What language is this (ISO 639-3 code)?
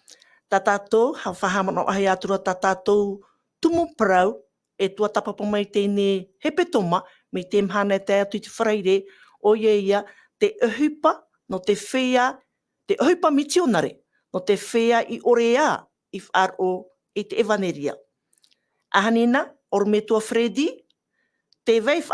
tah